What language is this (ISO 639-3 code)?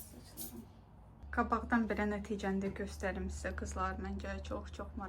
aze